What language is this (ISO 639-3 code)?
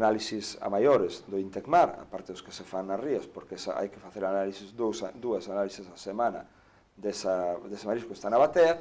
glg